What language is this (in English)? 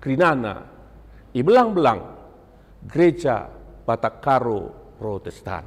Batak Karo